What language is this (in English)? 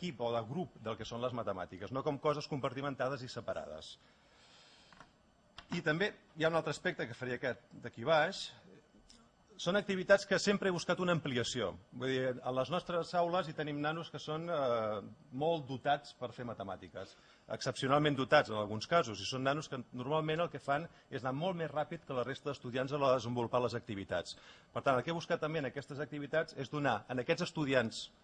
Catalan